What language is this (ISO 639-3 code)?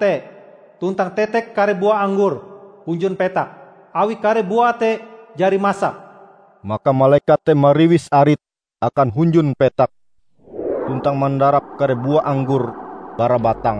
nij